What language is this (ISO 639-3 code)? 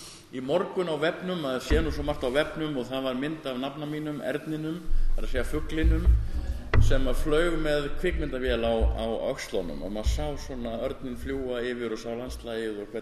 isl